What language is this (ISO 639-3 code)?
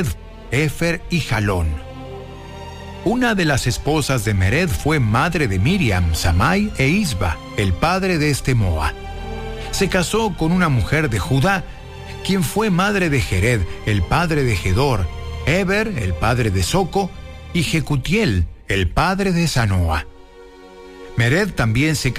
spa